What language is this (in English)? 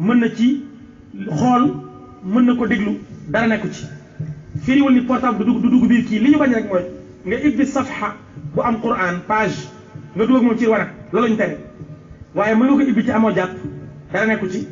Wolof